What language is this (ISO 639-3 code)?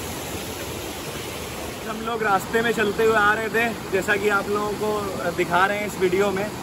hin